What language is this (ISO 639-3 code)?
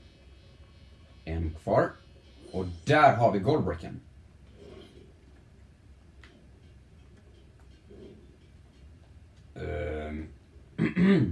swe